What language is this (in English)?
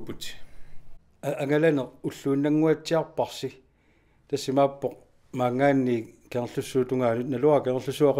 Kalaallisut